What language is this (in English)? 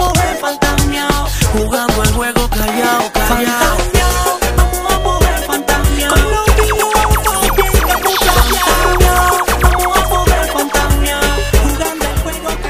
Spanish